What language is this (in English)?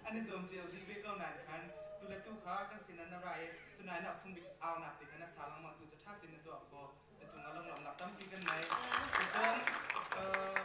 Hakha Chin